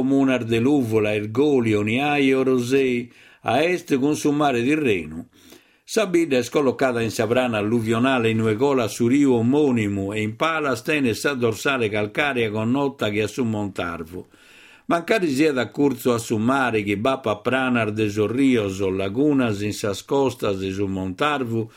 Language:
Sardinian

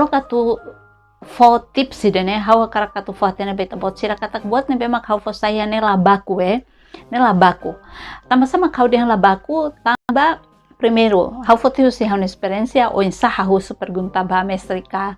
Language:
Tetum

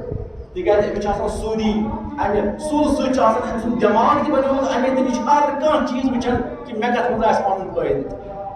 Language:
Kashmiri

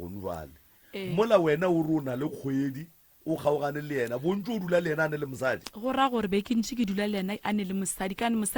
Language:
Northern Sotho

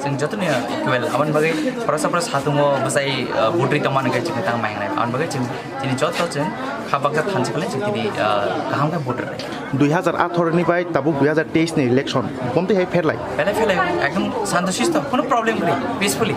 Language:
Kok Borok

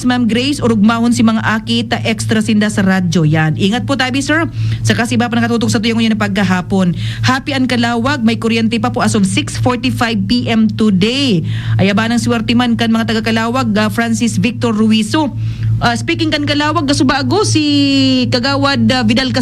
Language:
Bikol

